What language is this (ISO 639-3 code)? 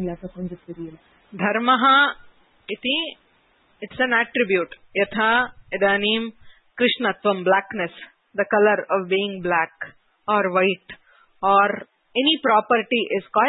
san